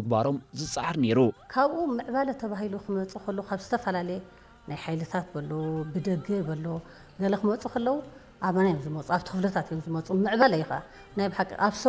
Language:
Tigrinya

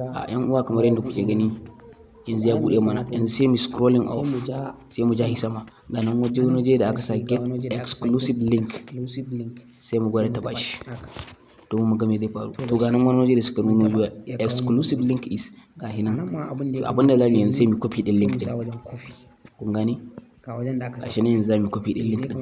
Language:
Hausa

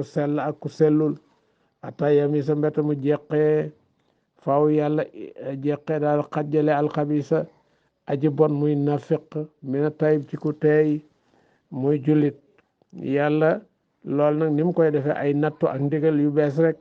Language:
Wolof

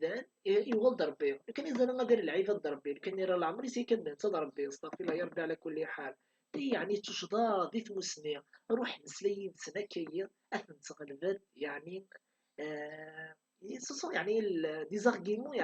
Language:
Kabyle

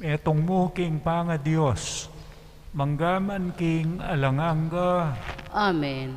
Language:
Pampanga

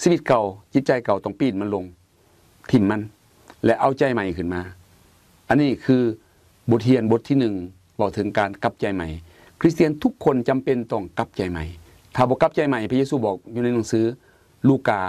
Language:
Lao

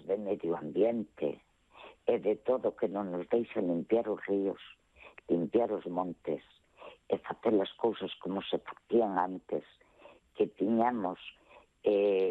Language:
Galician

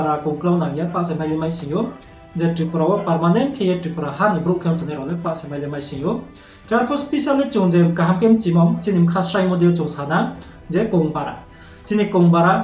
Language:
Riang (India)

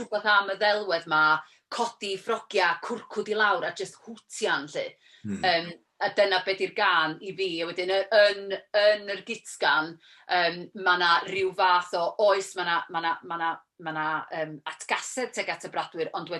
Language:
Welsh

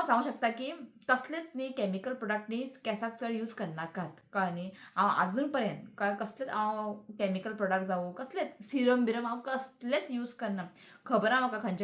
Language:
Konkani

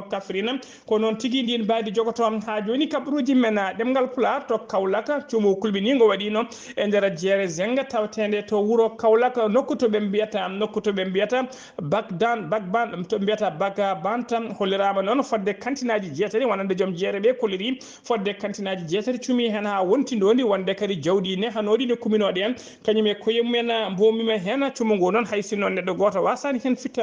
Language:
Fula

